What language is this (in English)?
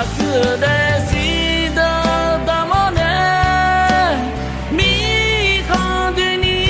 Akha